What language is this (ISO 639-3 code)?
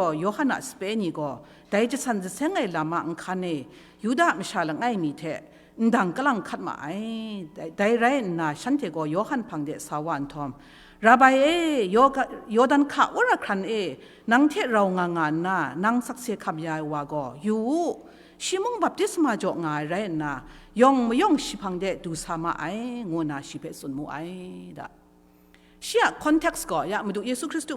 kac